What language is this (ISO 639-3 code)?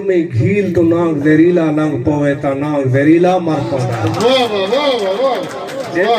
skr